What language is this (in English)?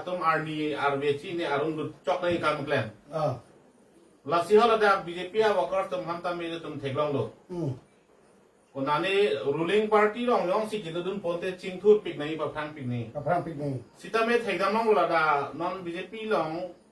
Karbi